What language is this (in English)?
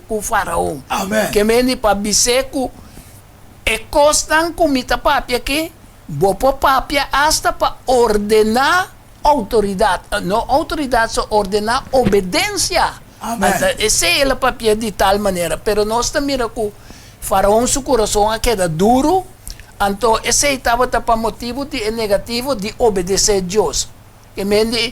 Papiamento